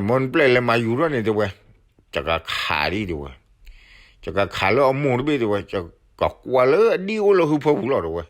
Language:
S'gaw Karen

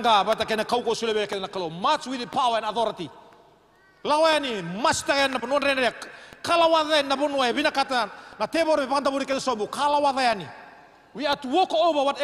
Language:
Fijian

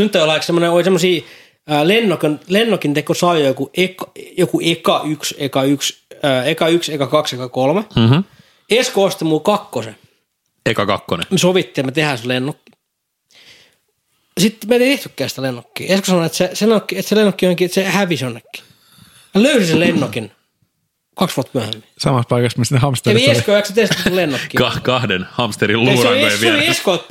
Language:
Finnish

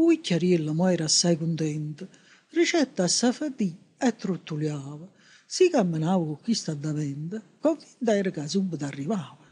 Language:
Neapolitan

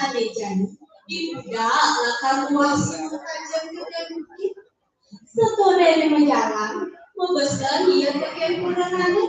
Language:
Balinese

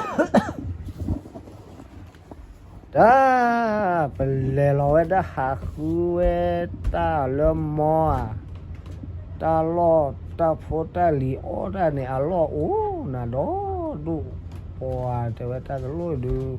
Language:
S'gaw Karen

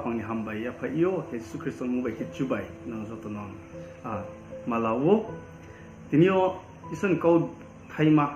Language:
Riang (India)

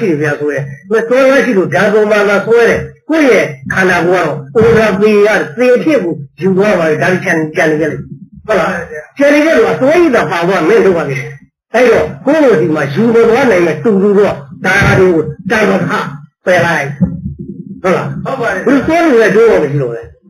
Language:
Burmese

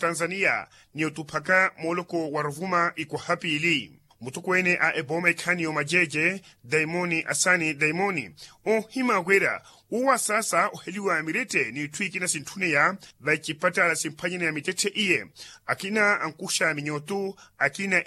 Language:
Makhuwa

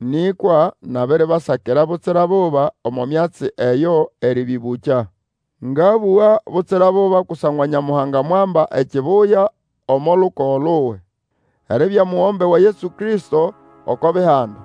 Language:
Nande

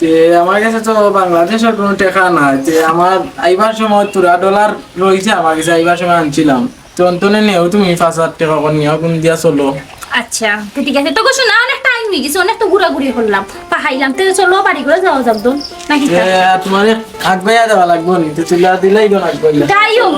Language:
Sylheti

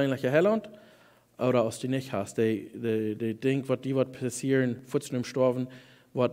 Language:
Plautdietsch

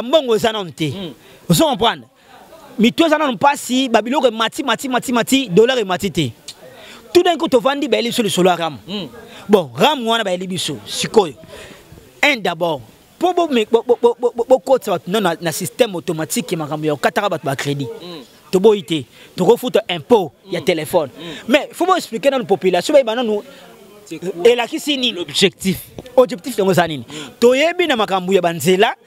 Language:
Lingala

